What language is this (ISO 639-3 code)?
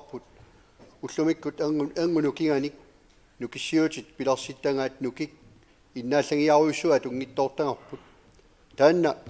kal